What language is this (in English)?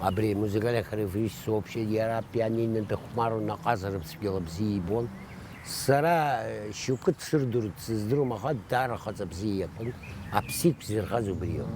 Abkhazian